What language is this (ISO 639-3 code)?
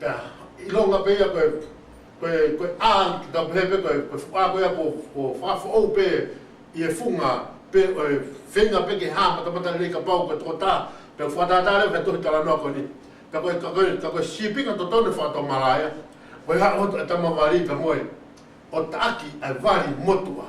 ton